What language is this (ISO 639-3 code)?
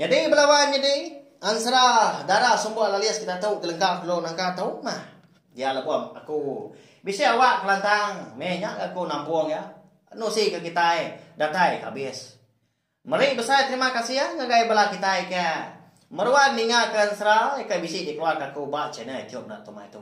iba